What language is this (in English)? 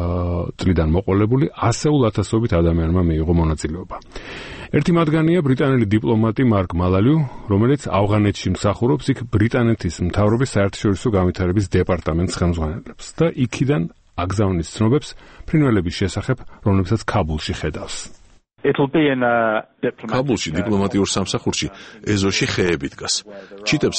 Georgian